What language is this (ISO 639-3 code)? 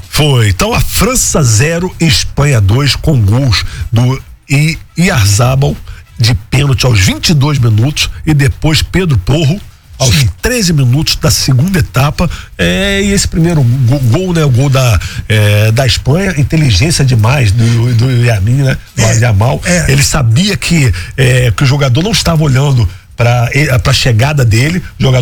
por